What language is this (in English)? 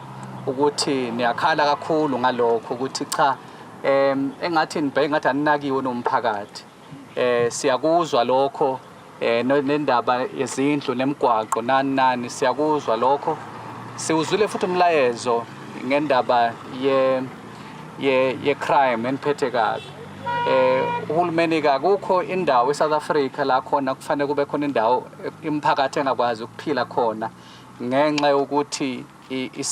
Zulu